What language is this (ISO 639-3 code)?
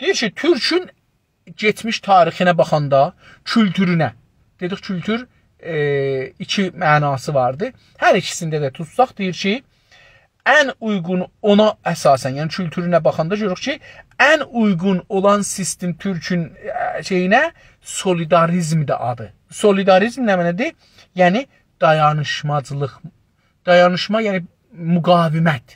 azb